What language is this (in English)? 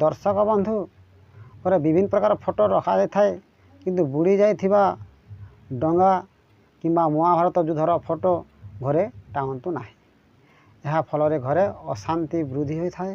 Odia